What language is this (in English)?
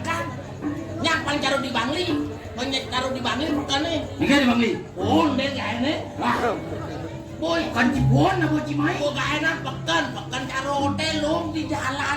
Balinese